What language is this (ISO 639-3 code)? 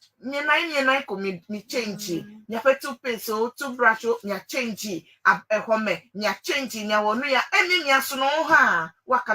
ewe